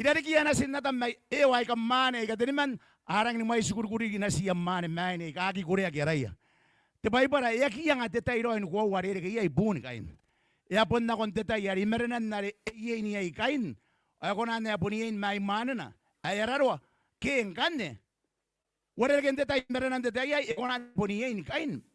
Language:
Gilbertese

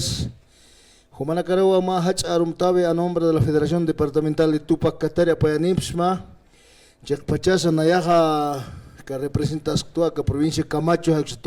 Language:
Aymara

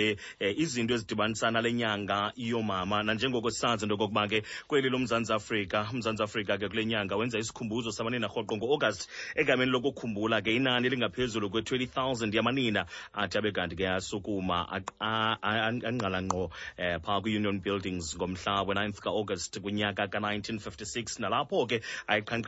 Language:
Xhosa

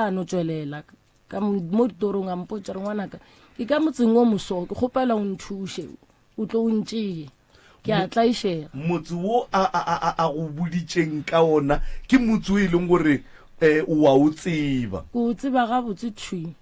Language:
Northern Sotho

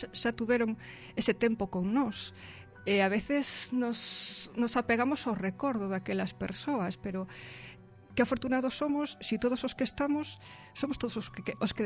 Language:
Galician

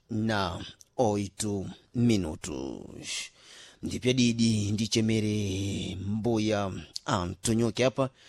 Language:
Sena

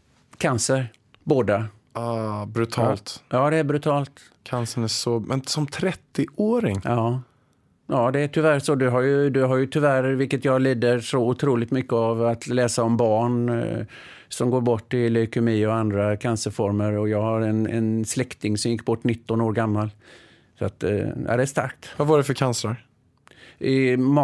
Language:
Swedish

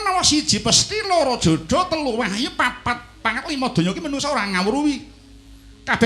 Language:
Javanese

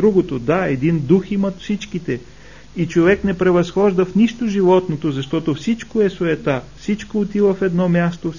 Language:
Bulgarian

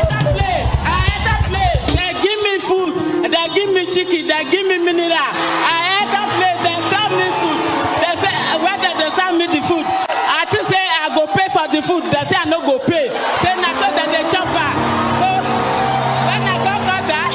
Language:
Nigerian Pidgin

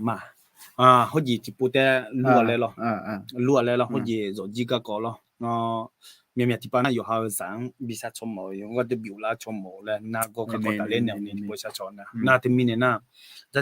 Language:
Akha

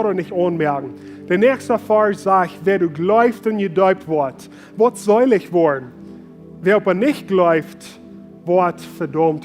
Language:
Plautdietsch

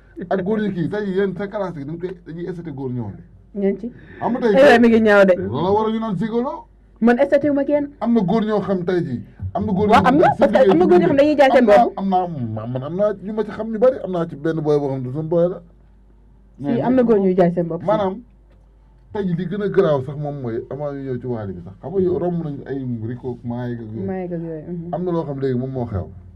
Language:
Wolof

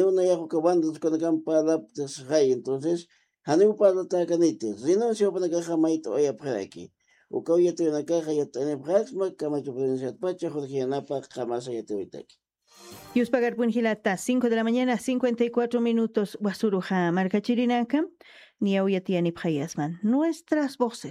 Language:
Aymara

